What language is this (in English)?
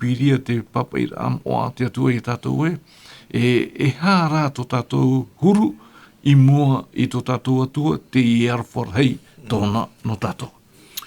Tahitian